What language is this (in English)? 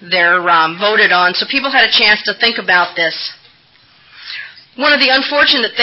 English